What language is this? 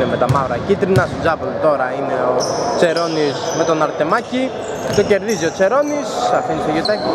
Greek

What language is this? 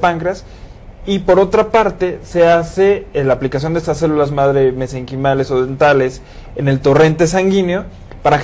Spanish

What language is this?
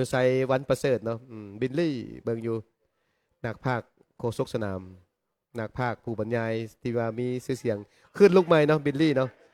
Lao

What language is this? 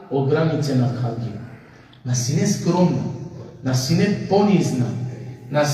Balkan Romani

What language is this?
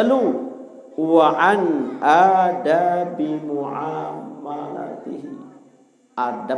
Sasak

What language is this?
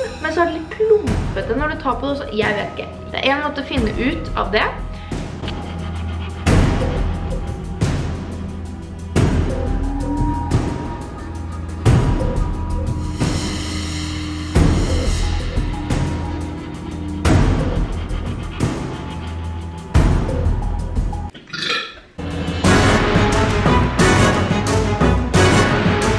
Norwegian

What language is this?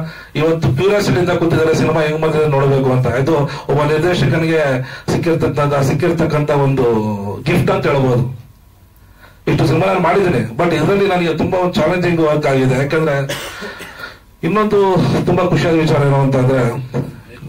Kannada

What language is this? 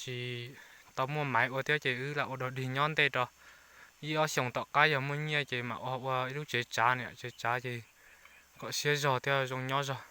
Hmong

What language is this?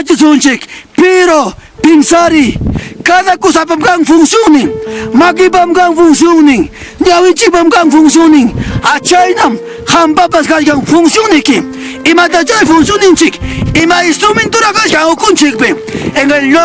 Ayacucho Quechua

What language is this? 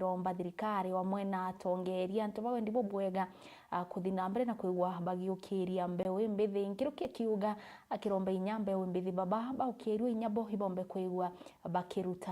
Meru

